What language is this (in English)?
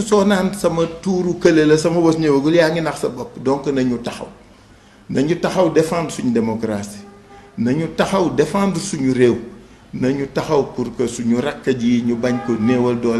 Wolof